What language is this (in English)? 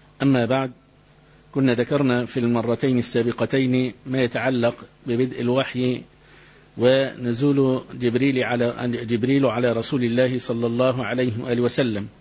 Arabic